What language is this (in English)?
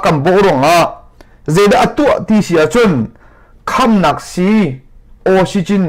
Hakha Chin